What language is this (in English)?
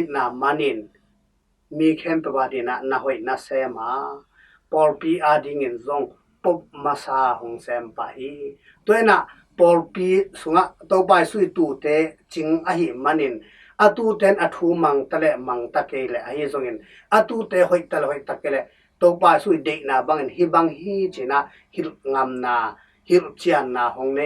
Tedim Chin